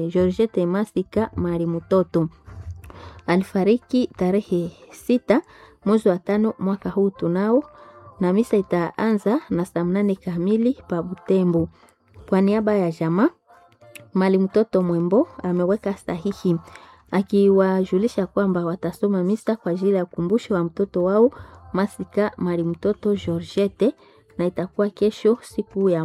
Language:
Swahili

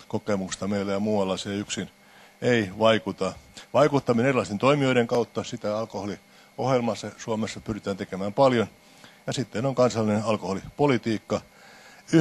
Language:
Finnish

